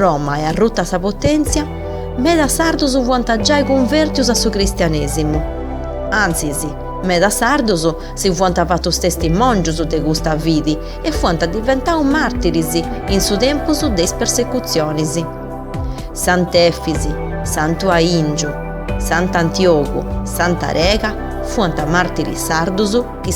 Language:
Sardinian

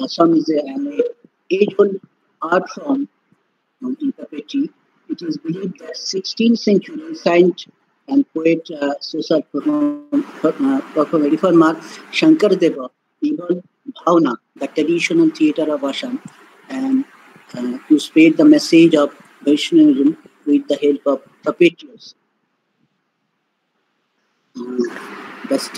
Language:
English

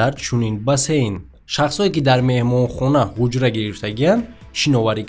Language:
Tajik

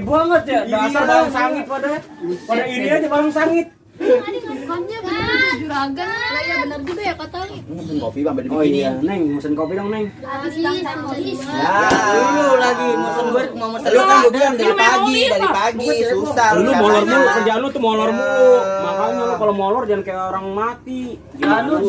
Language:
Betawi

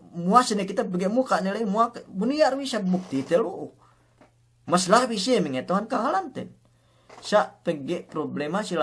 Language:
Yakan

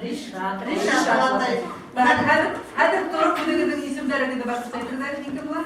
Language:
Bashkir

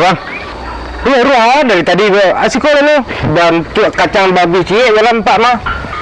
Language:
Minangkabau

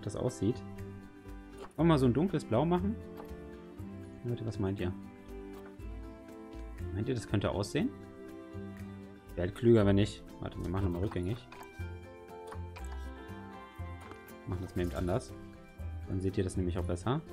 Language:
German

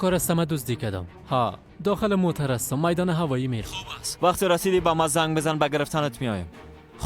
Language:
Persian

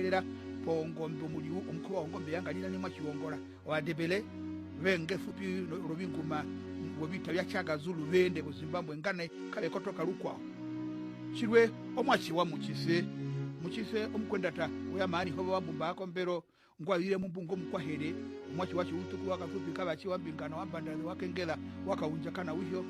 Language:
Herero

